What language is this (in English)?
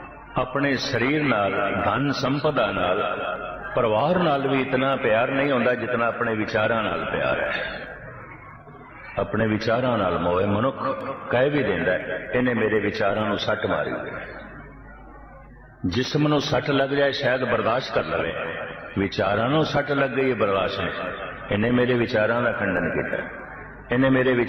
Punjabi